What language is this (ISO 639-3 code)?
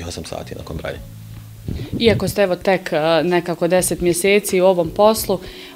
bos